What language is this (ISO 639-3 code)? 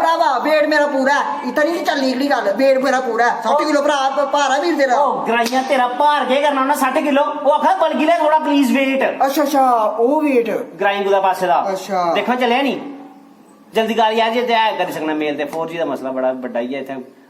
doi